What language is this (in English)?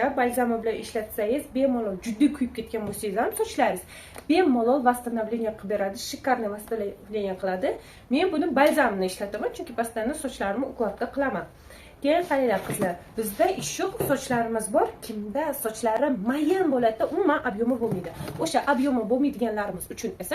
Uzbek